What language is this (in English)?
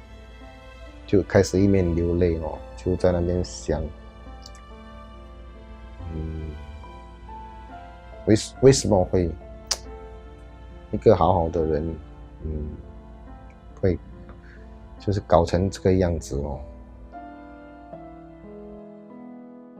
Chinese